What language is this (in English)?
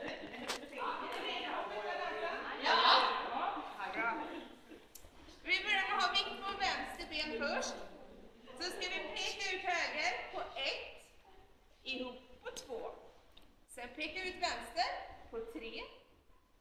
Swedish